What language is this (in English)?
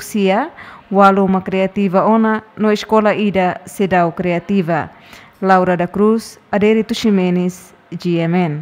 Tetum